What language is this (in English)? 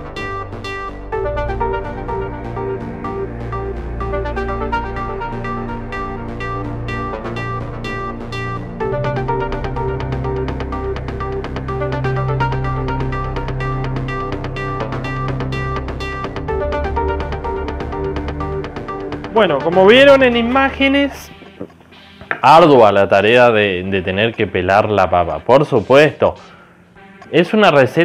Spanish